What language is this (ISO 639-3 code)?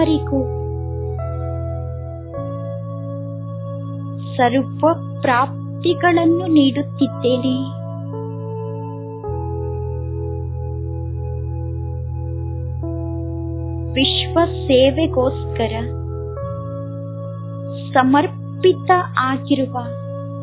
kan